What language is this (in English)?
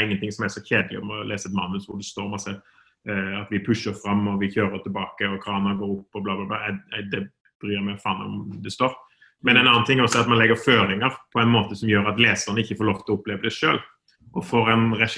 Norwegian